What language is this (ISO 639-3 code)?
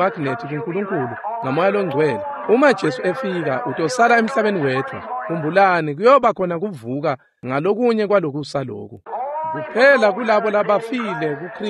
ssw